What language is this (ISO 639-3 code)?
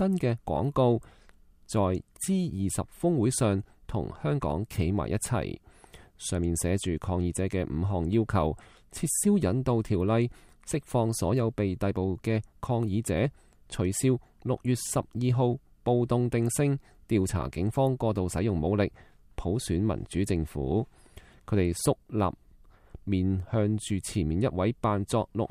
yue